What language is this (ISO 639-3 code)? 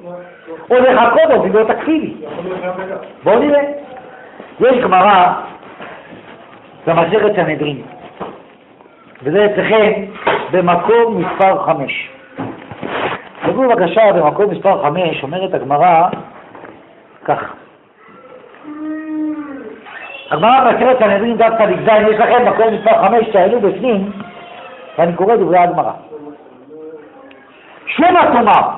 heb